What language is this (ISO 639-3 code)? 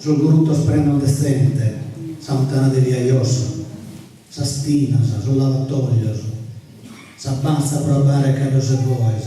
srd